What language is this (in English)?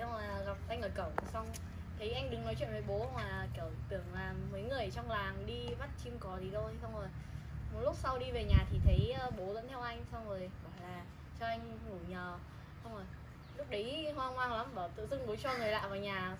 Vietnamese